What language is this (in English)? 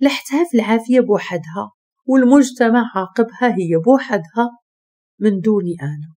Moroccan Arabic